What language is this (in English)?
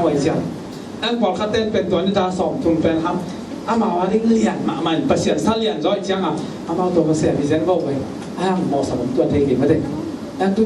Tedim Chin